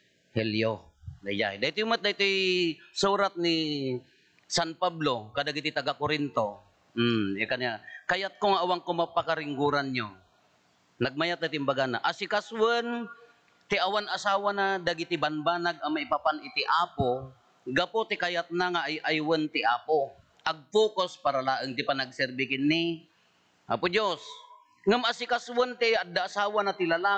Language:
Iloko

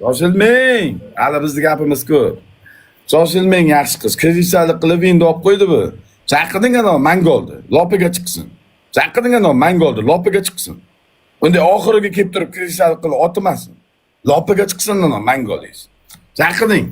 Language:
Uzbek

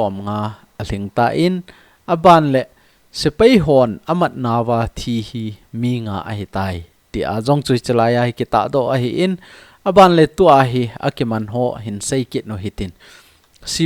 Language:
Thado Chin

